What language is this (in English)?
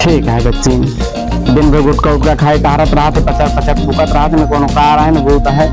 Awadhi